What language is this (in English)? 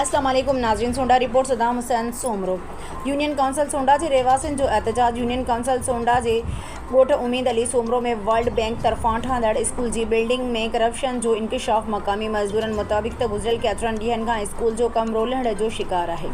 Sindhi